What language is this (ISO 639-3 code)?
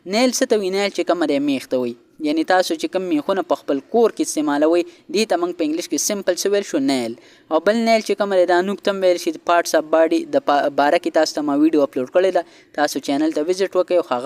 pus